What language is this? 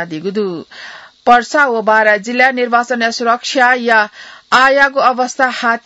Newari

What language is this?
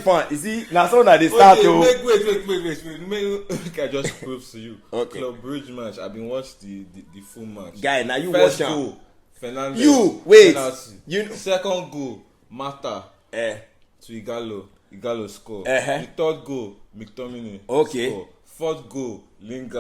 Nigerian Pidgin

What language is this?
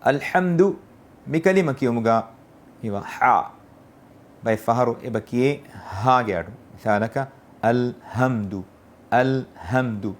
Divehi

